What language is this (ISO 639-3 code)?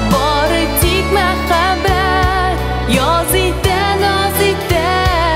tat